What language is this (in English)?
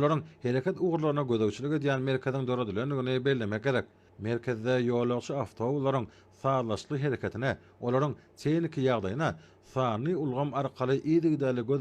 Turkmen